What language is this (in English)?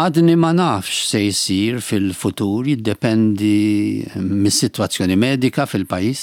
Maltese